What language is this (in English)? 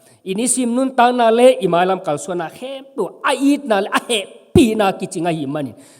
Tedim Chin